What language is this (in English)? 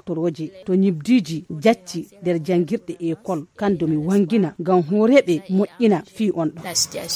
Fula